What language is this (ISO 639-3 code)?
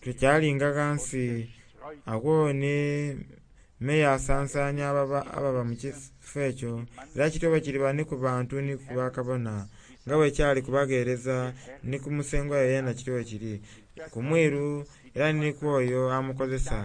xog